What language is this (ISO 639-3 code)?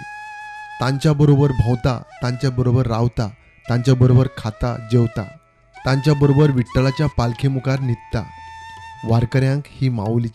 kok